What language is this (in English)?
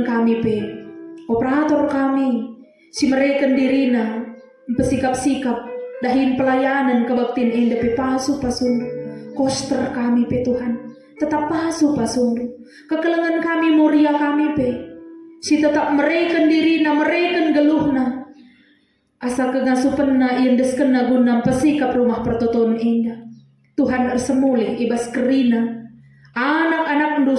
Batak Karo